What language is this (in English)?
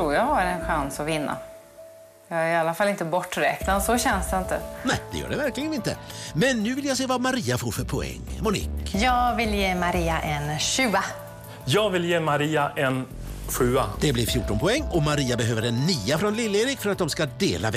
Swedish